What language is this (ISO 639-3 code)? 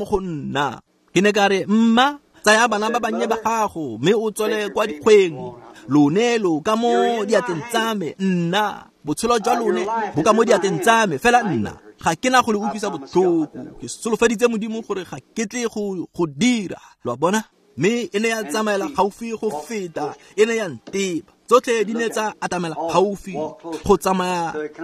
tsn